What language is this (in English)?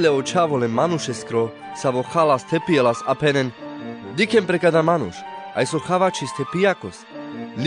Carpathian Romani